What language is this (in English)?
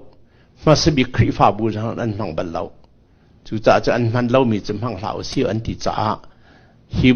Falam Chin